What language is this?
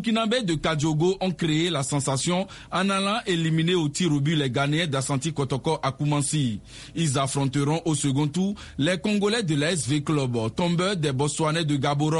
French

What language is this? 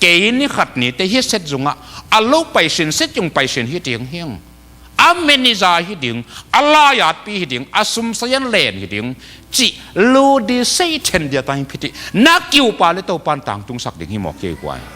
Tedim Chin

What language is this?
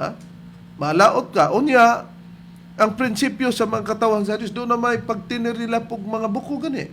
Cebuano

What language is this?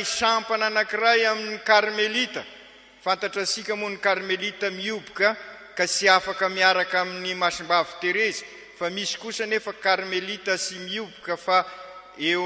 Malagasy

